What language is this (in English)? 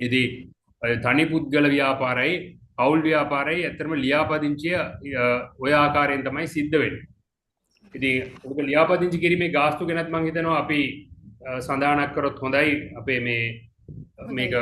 Sinhala